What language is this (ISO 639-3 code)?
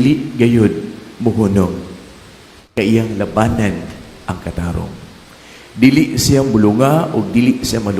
ceb